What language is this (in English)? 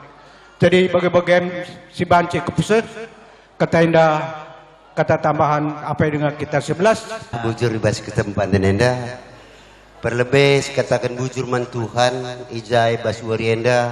Batak Karo